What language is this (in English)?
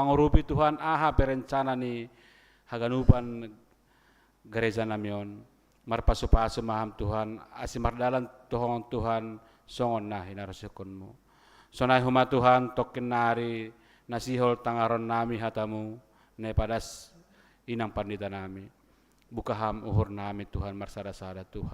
Batak Simalungun